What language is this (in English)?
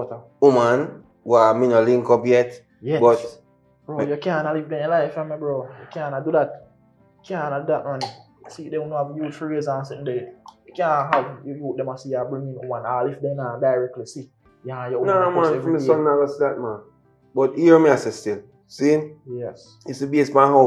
Jamaican Creole English